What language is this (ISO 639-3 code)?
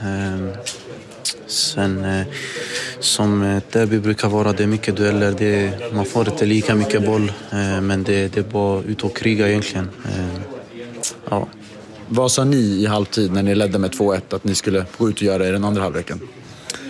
swe